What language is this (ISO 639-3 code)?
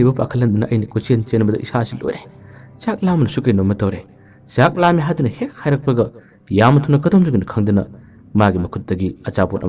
mni